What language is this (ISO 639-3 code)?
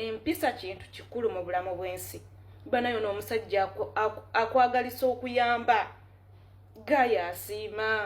lug